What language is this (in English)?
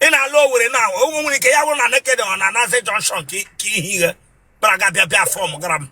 Igbo